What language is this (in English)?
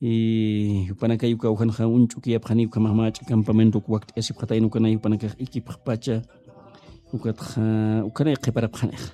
Aymara